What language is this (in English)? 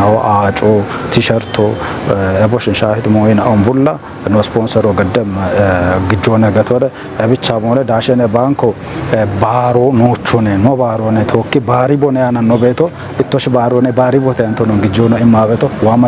Kafa